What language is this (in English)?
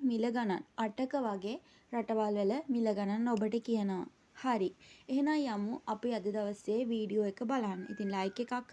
Sinhala